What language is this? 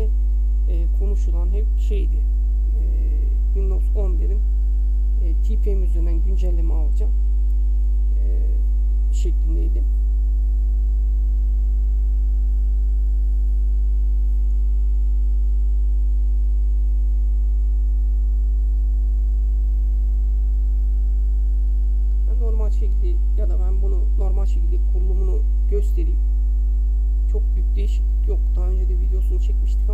Turkish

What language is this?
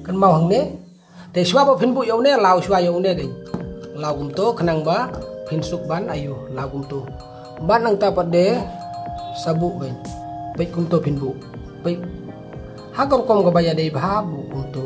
Khasi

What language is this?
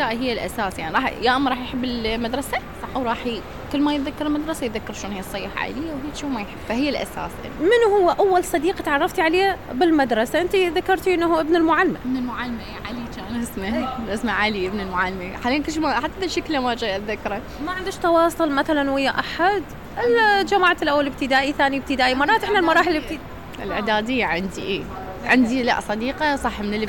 Mesopotamian Arabic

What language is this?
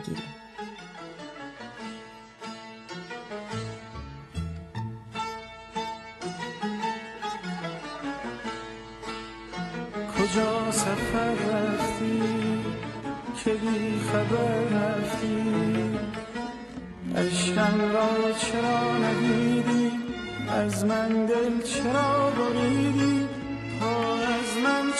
Persian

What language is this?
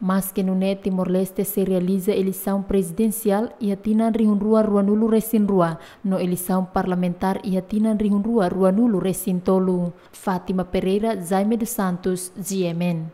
Tetum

